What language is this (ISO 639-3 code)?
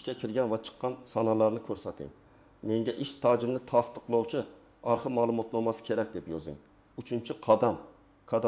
uzb